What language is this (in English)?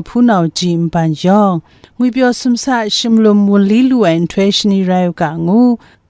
Kachin